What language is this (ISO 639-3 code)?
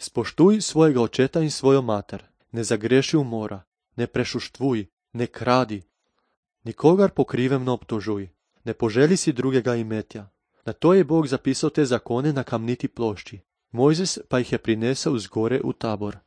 slv